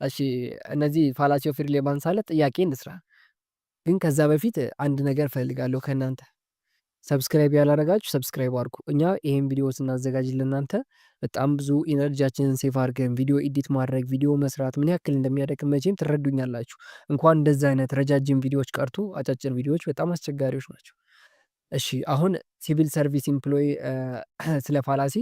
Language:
Amharic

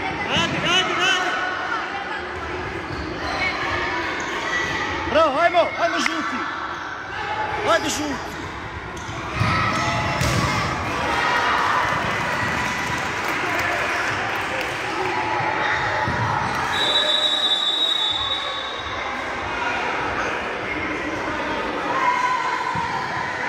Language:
Croatian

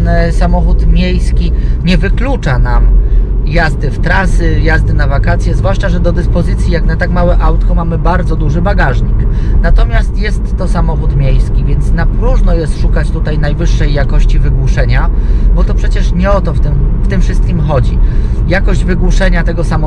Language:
Polish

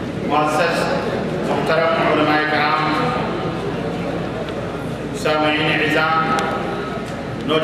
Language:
Urdu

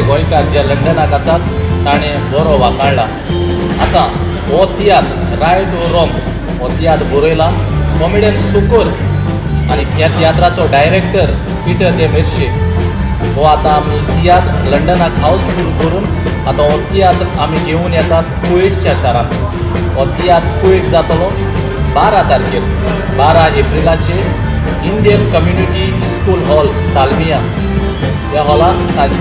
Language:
Konkani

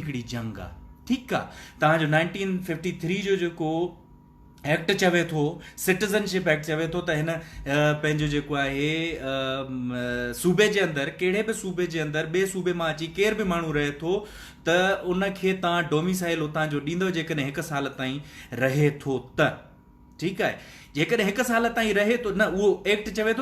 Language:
Sindhi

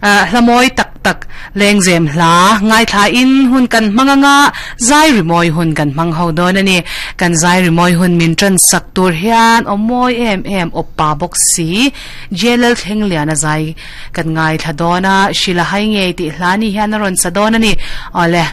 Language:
Mizo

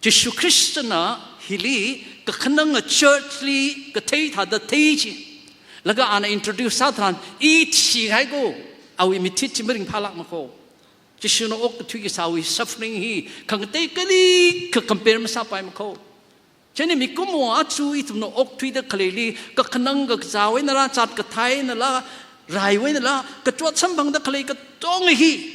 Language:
Tangkhul Naga (India)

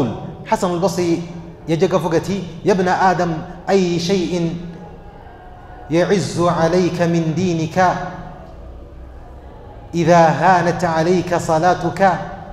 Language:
Kinyarwanda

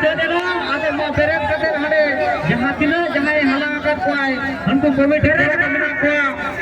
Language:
Santali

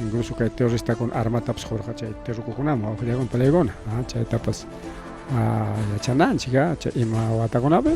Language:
Ayacucho Quechua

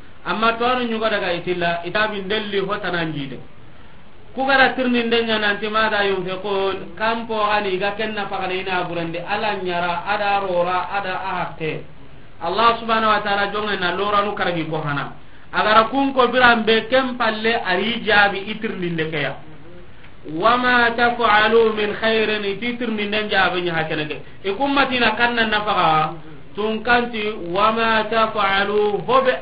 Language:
Soninke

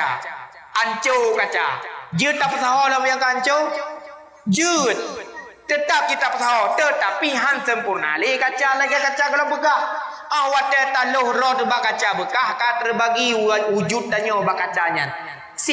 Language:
Achinese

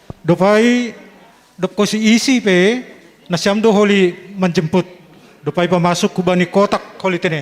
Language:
Batak Simalungun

